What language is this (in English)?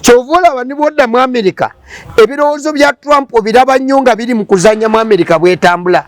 Ganda